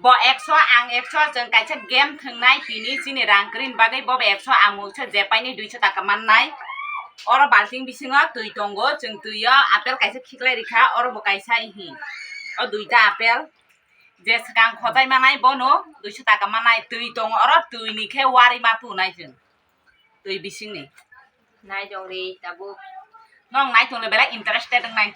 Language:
Kok Borok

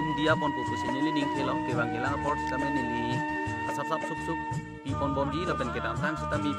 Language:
Karbi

